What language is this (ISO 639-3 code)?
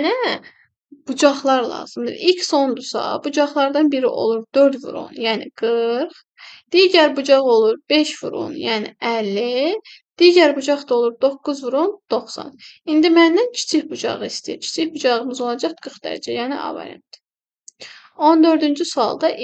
aze